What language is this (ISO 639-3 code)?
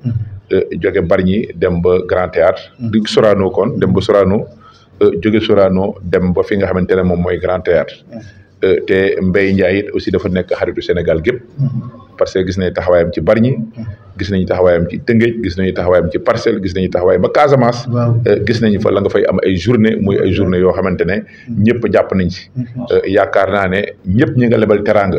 wol